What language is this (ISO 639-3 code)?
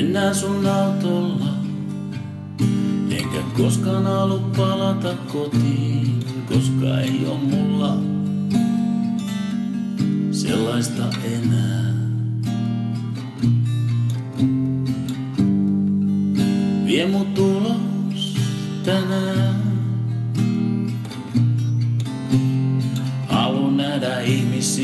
fin